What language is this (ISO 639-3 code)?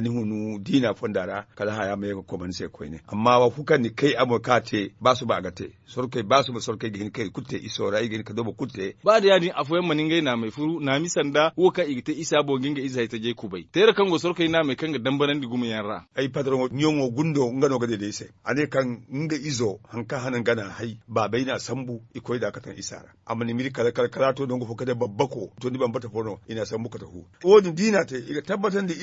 dje